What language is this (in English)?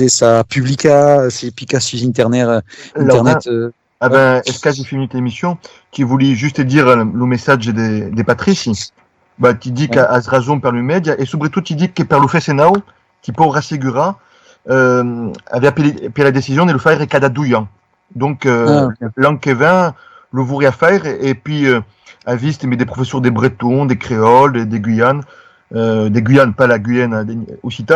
Occitan